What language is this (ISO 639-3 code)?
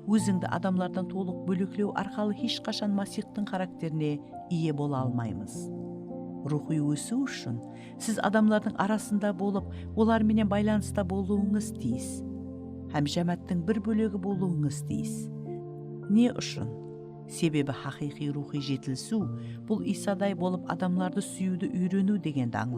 kaa